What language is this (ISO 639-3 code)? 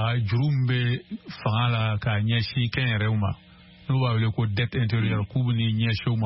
bam